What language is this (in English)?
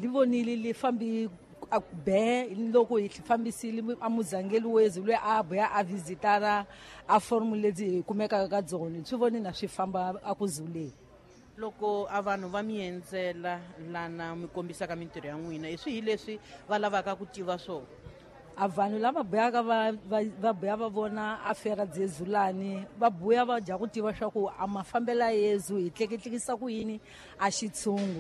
Tsonga